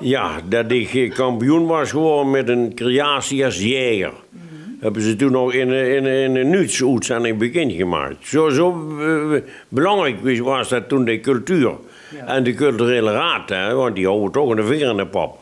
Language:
Limburgish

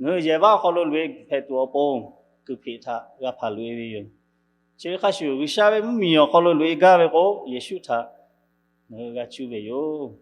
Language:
Lahu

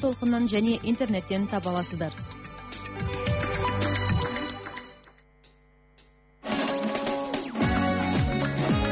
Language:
Kazakh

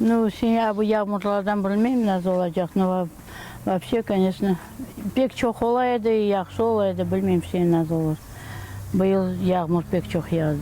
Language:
Crimean Tatar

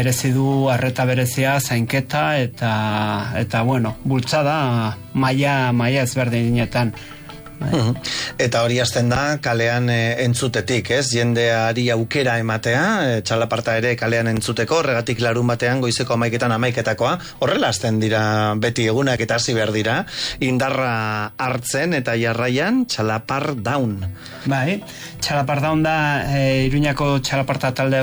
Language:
Basque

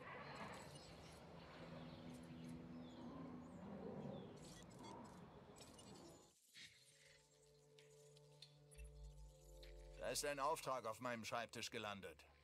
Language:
German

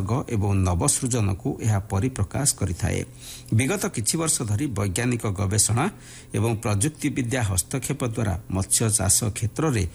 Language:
Odia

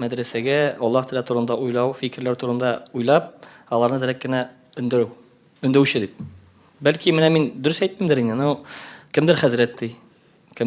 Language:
Tatar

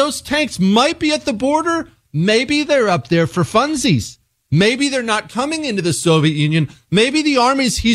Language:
English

